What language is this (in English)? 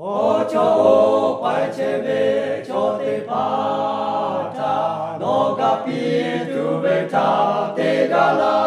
Lahu